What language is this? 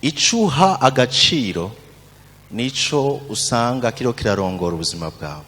Rundi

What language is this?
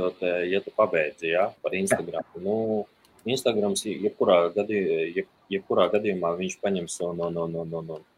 Latvian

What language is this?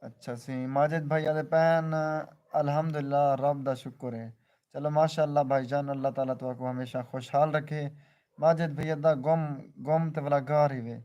Saraiki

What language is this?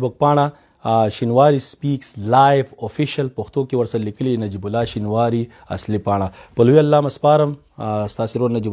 Pashto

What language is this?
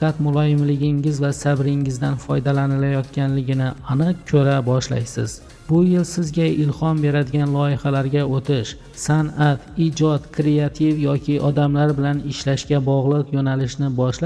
Uzbek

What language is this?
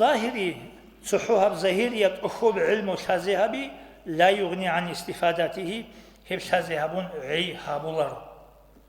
Avaric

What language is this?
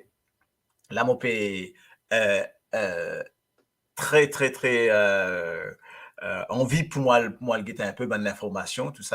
Morisyen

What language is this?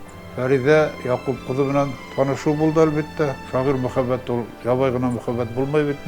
Bashkir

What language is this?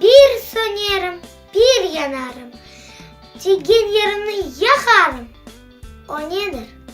Crimean Tatar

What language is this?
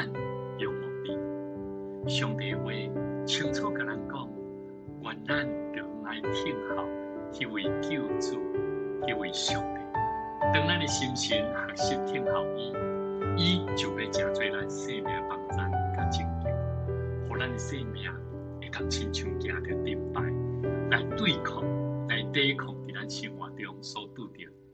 Min Nan Chinese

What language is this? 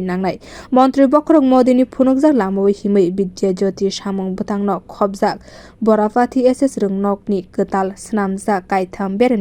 Kok Borok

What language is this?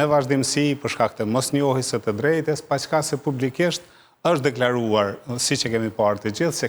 Albanian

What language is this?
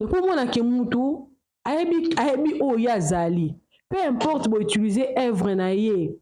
Lingala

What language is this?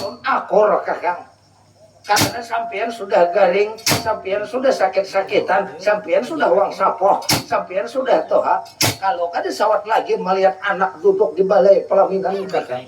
Banjar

